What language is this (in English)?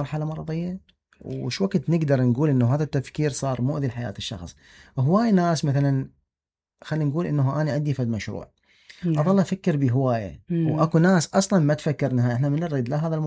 Mesopotamian Arabic